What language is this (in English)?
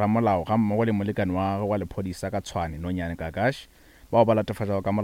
Northern Sotho